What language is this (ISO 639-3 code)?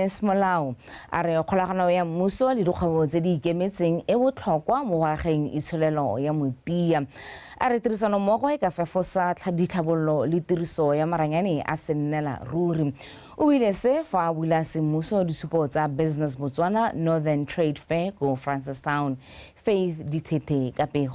tsn